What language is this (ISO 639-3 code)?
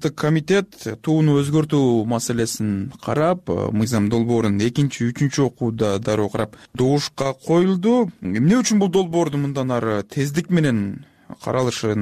kir